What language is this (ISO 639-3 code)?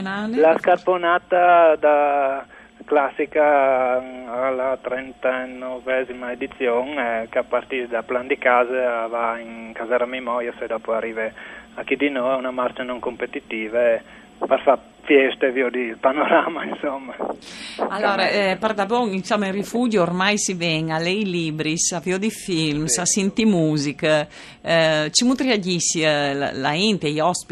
fur